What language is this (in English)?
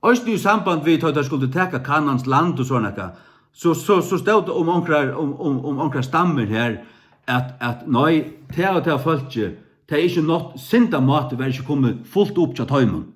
Faroese